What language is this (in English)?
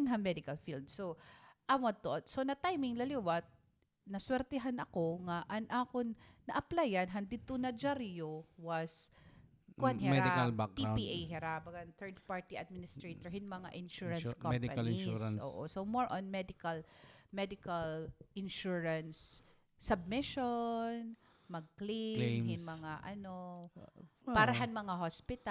Waray